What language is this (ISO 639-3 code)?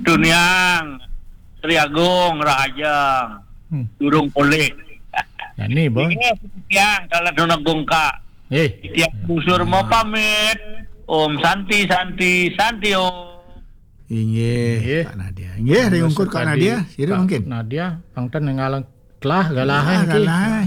ban